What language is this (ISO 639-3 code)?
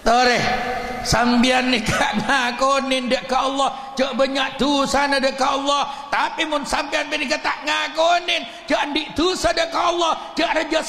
mad